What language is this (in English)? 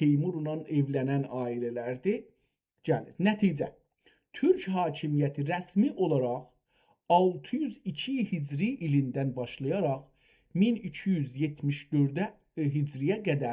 South Azerbaijani